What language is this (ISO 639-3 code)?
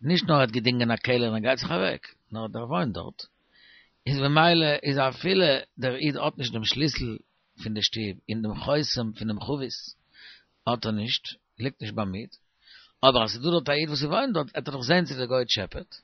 yid